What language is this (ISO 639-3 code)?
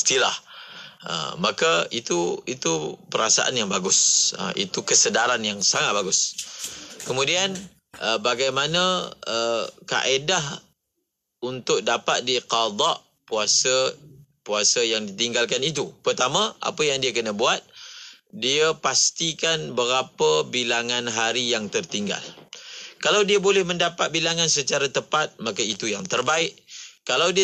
msa